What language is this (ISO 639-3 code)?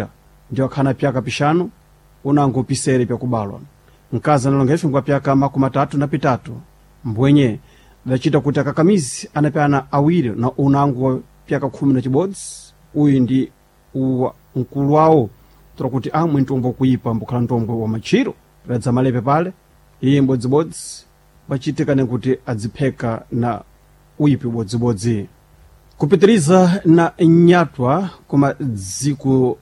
seh